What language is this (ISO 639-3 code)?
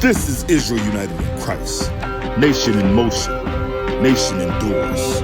srn